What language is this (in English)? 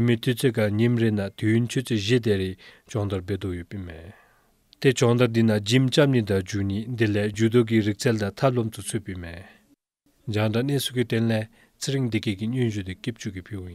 Dzongkha